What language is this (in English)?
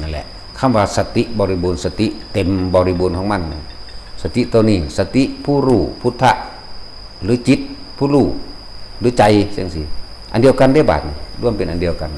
Northeastern Thai